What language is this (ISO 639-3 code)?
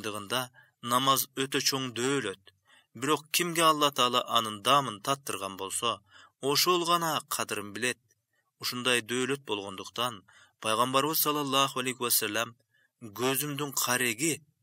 kir